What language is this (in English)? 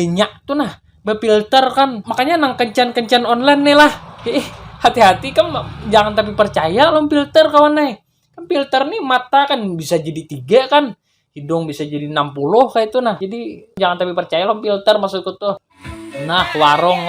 Banjar